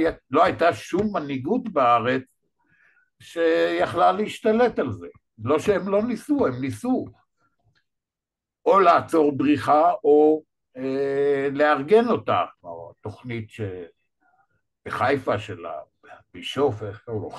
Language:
Hebrew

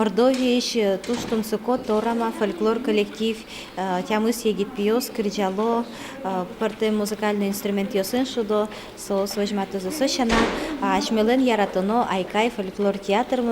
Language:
Udmurt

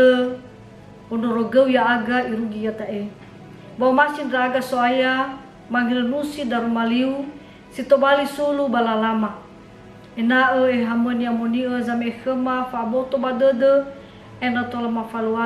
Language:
Nias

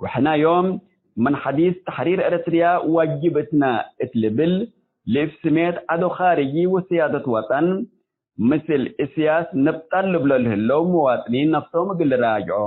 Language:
Tigre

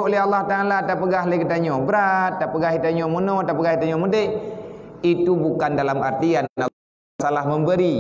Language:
Achinese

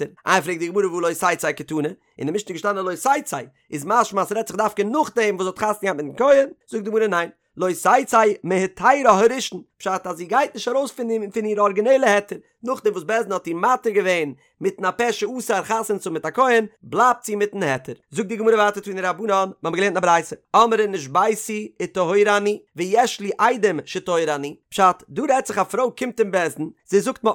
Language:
Yiddish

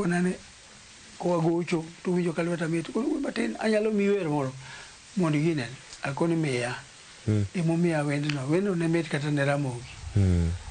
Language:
Luo (Kenya and Tanzania)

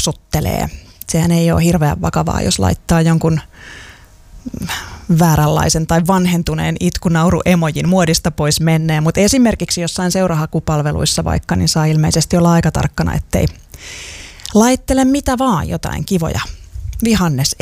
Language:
Finnish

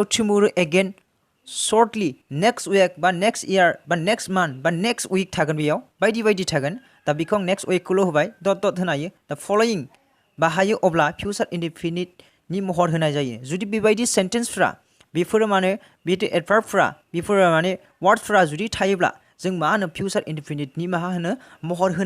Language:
Bodo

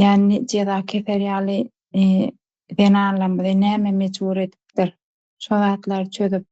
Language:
Turkmen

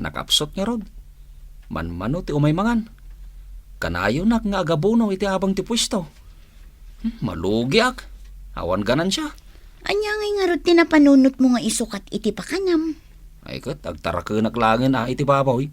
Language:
Iloko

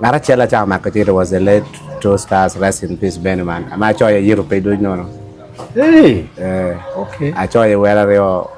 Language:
Acoli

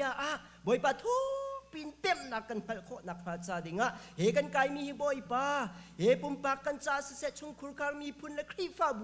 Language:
Hakha Chin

